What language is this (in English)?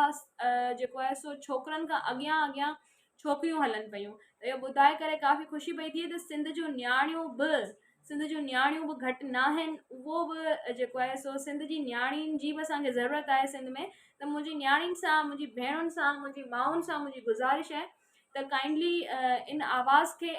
Sindhi